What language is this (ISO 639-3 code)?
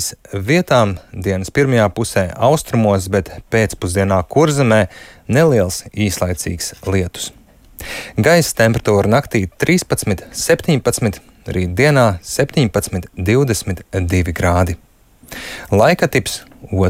lav